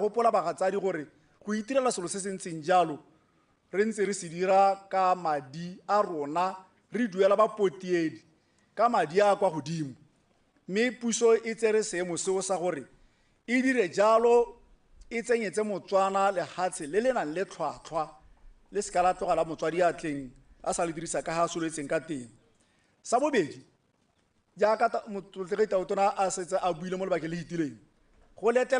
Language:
Tswana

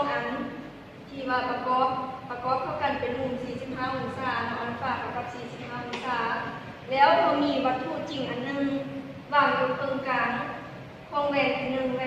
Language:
Lao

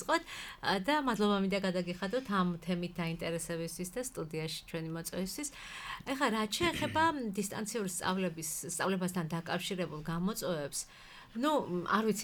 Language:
Georgian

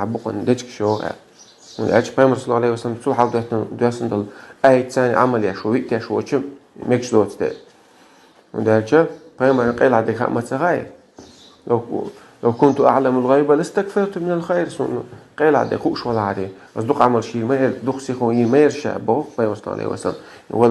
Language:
Chechen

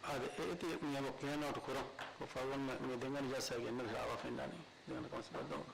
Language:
Divehi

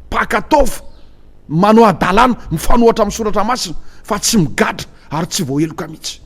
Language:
Malagasy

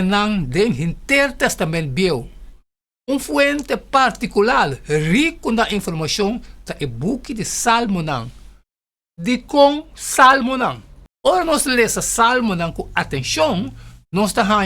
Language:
Papiamento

